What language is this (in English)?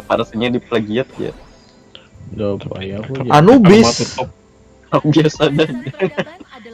Banjar